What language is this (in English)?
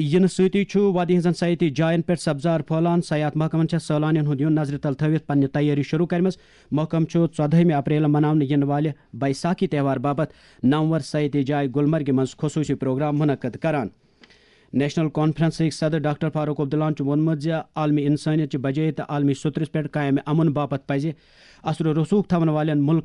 Kashmiri